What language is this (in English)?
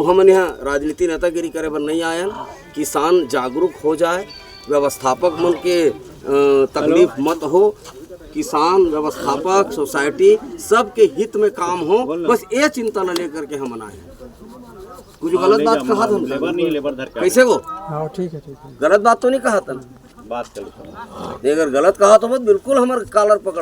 Chhattisgarhi